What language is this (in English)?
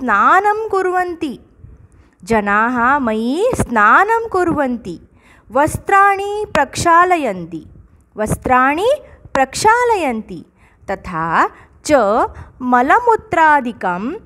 Sanskrit